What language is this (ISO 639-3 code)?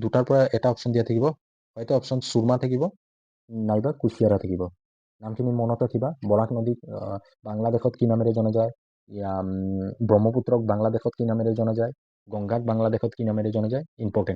asm